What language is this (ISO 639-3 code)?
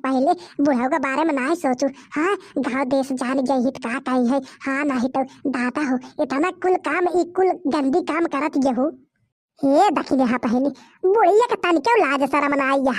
bho